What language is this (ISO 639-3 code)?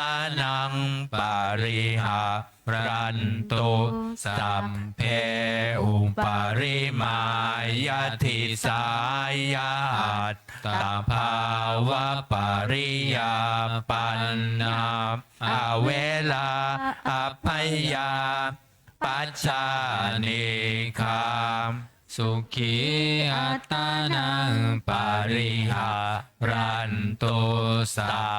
pli